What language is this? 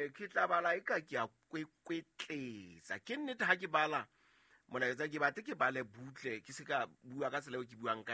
Southern Sotho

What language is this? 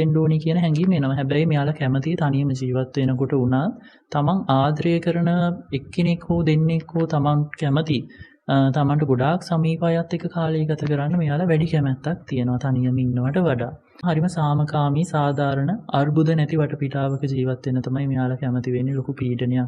Sinhala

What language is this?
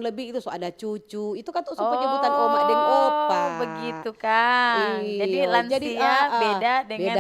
Manado Malay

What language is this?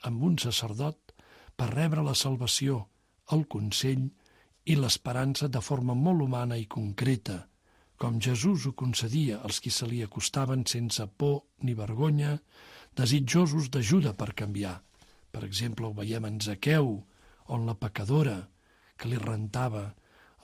Catalan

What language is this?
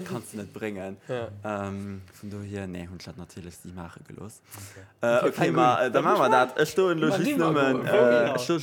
Luxembourgish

